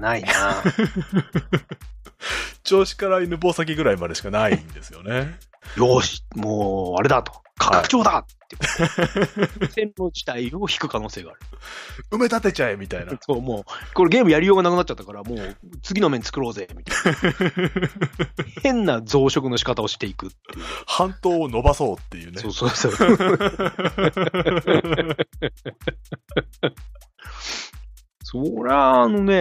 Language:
Japanese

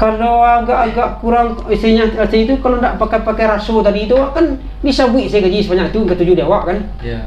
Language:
Minangkabau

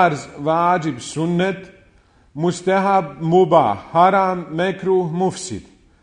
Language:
Bosnian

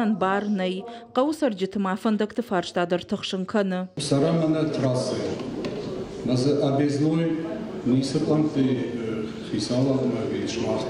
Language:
Ossetic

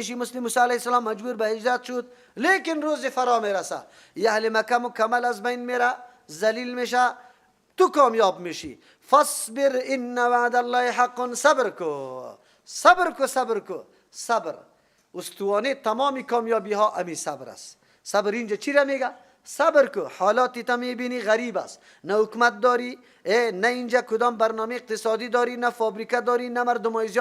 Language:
Persian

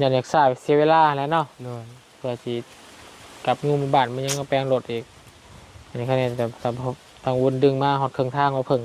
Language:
Lao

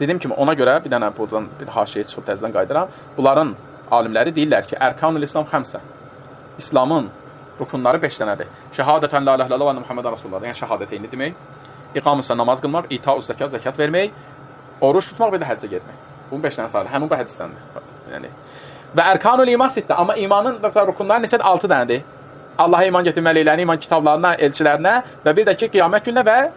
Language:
Azerbaijani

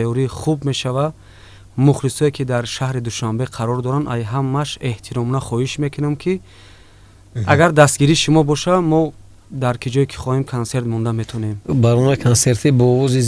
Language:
Tajik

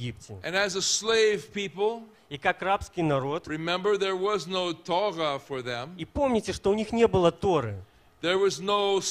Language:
Russian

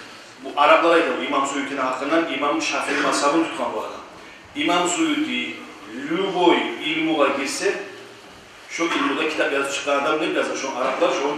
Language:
Kumyk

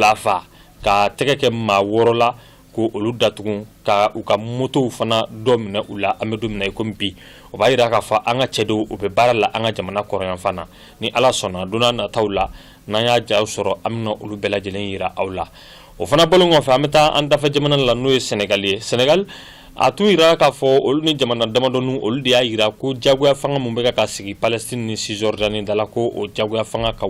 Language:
Bambara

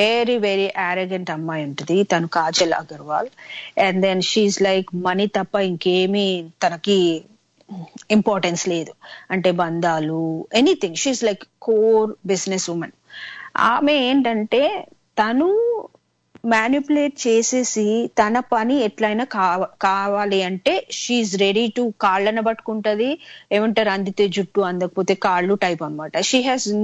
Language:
Telugu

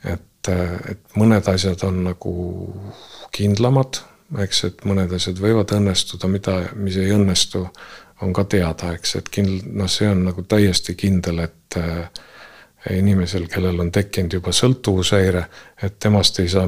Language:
Estonian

